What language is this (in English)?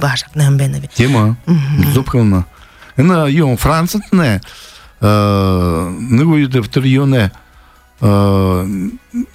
Buriat